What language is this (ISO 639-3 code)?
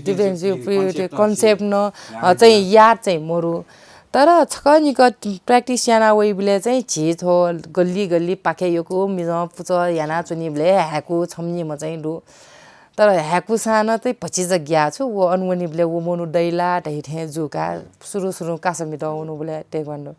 new